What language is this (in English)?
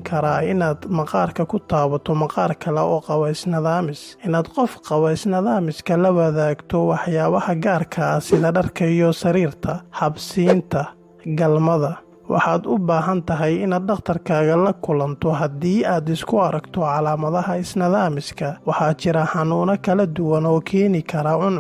Somali